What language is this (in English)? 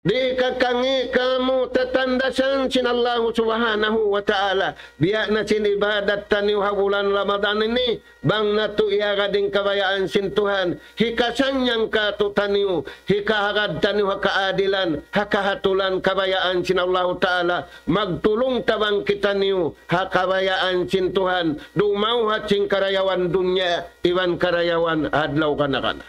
Tausug